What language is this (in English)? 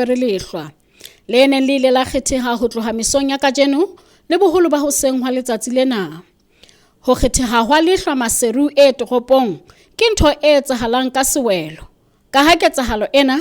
Southern Sotho